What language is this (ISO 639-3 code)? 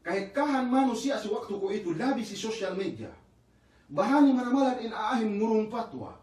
yka